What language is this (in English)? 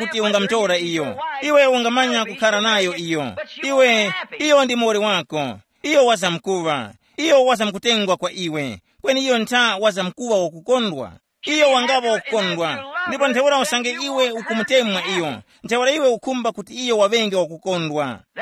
Tumbuka